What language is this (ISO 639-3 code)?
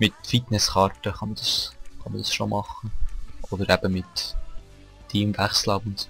gsw